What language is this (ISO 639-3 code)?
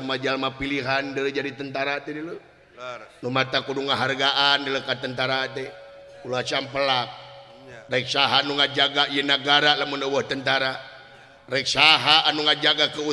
sun